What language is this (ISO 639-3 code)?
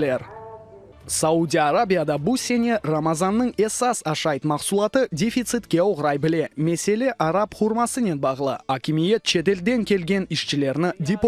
crh